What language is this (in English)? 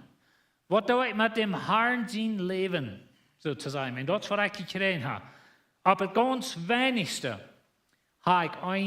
Plautdietsch